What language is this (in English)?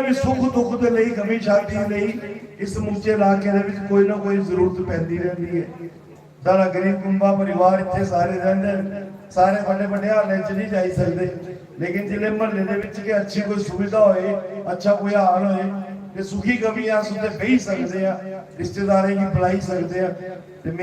Dogri